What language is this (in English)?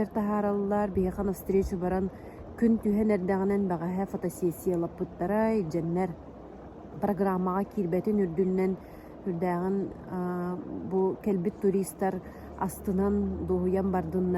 Yakut